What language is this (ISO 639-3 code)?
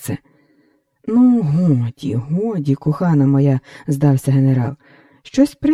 ukr